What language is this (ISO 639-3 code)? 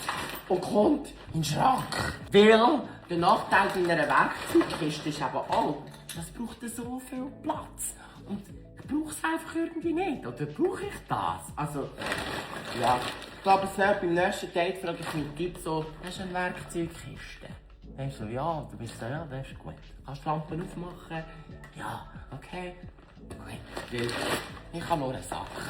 gsw